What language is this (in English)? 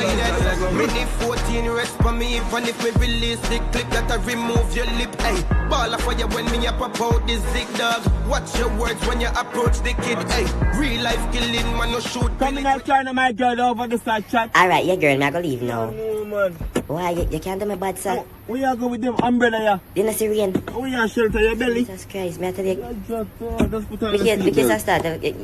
Jamaican Creole English